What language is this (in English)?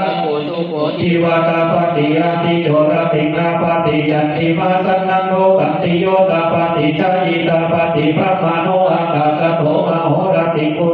Pali